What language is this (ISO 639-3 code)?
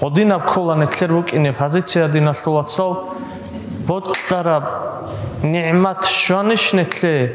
ava